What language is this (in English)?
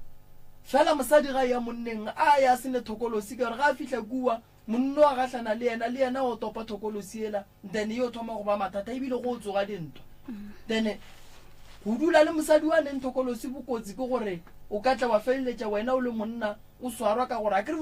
Northern Sotho